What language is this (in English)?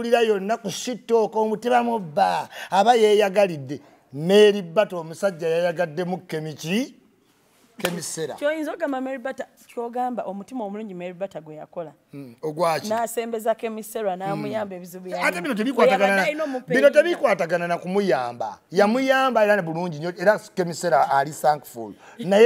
Ganda